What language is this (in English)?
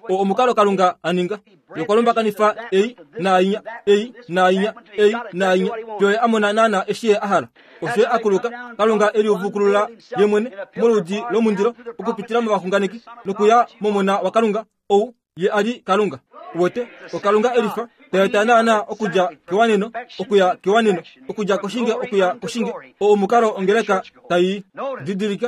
Kuanyama